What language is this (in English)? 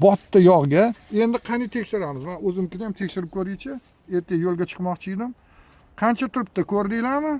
Uzbek